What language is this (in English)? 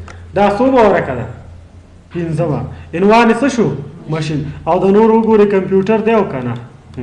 Pashto